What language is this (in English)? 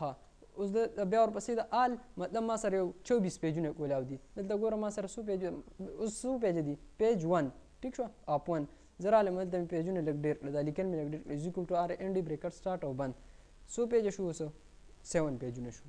Pashto